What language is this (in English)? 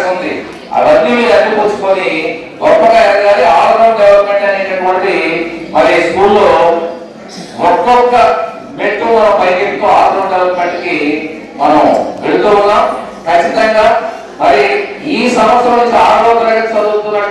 Telugu